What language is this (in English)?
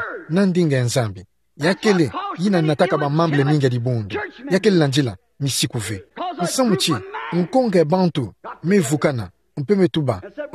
Kituba (Democratic Republic of Congo)